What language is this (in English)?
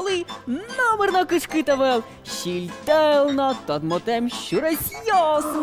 Udmurt